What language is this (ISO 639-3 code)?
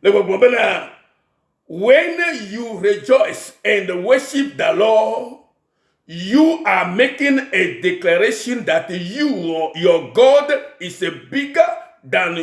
ewe